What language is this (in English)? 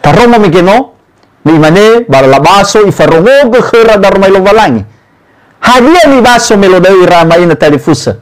Nias